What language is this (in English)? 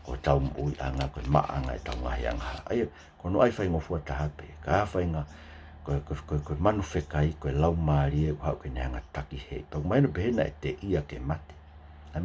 Tongan